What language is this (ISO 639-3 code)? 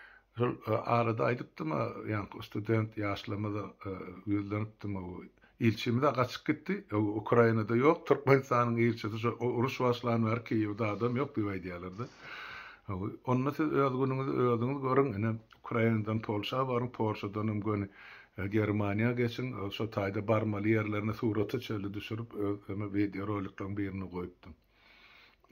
tuk